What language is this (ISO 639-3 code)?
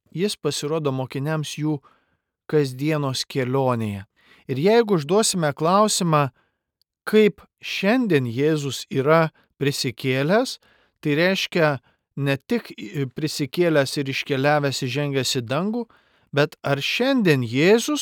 lit